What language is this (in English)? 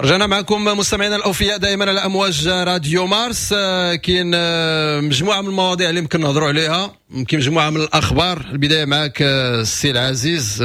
Moroccan Arabic